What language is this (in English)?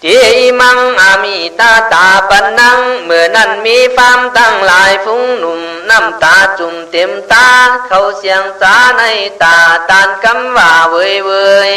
Khün